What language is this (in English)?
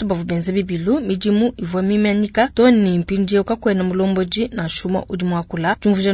Luba-Lulua